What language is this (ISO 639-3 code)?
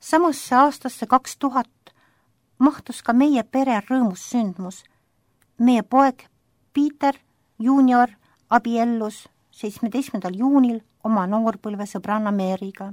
est